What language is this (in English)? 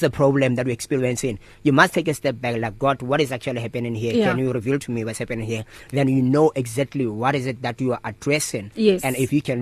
English